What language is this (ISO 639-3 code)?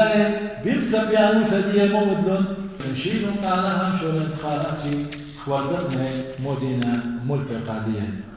aii